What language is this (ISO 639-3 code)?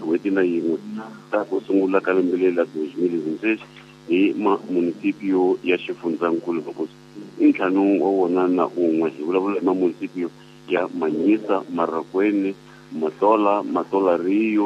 tso